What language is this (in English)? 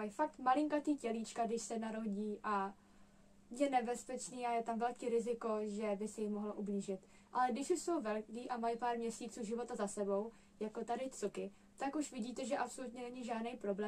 Czech